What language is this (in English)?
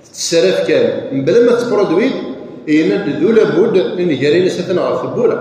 Kabyle